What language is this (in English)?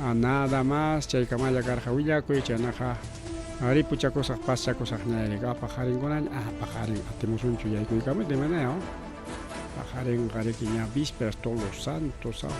Ayacucho Quechua